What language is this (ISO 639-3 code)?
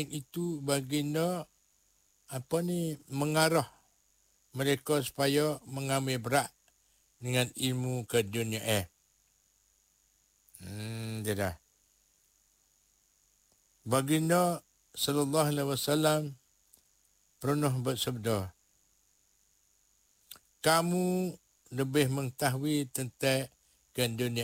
msa